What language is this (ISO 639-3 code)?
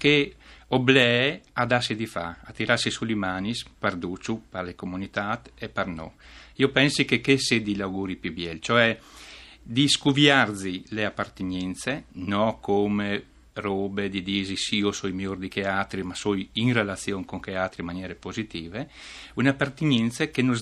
fur